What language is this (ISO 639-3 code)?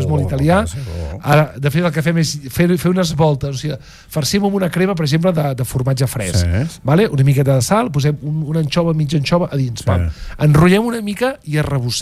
cat